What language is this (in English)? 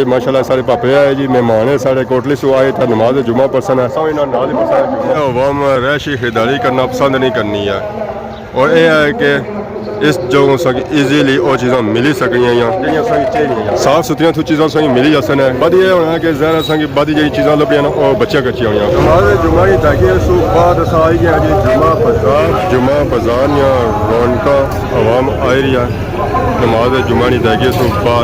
Pahari-Potwari